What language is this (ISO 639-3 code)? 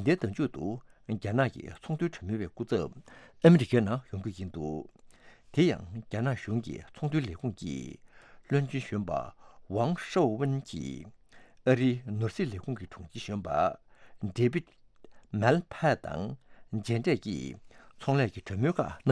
bod